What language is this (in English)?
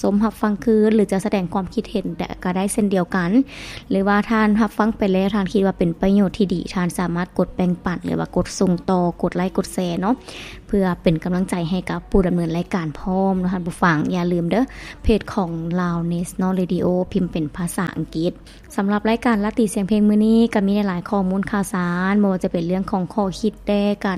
Lao